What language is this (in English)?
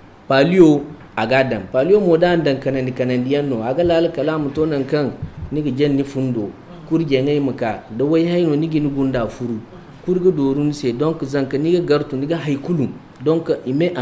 Zarma